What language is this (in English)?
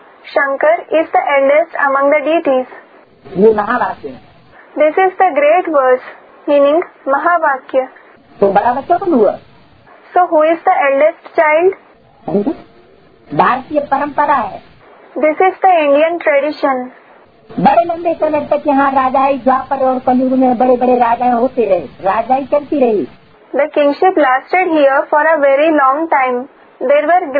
Hindi